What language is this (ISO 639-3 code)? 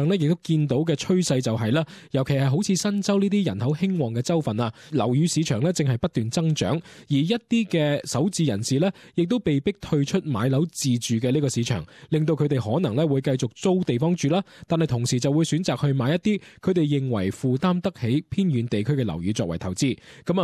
yue